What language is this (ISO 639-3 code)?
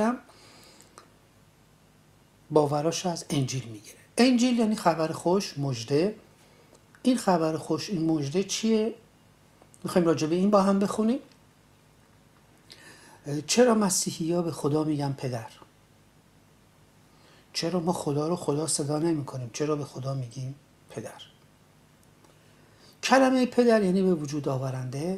fas